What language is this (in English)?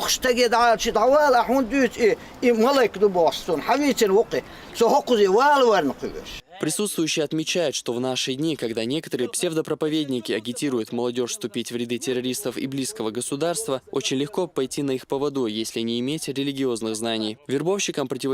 Chechen